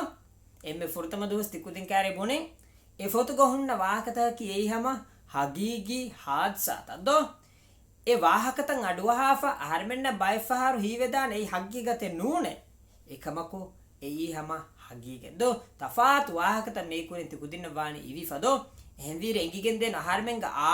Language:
Divehi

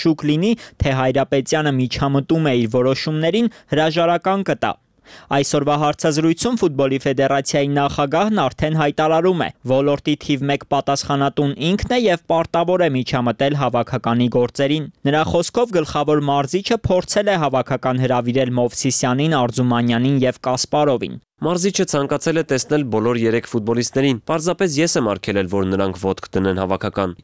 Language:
Armenian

